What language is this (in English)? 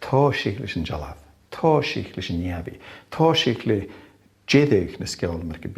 Scottish Gaelic